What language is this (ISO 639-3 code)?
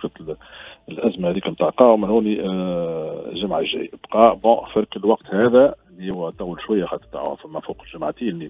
aeb